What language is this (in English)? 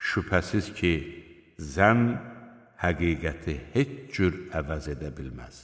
Azerbaijani